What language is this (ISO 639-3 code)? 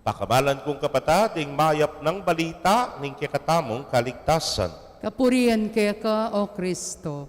pam